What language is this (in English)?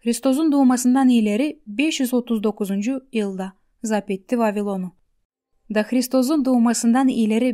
Gagauz